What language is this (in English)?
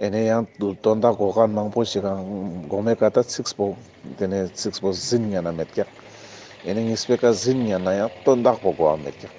Ladakhi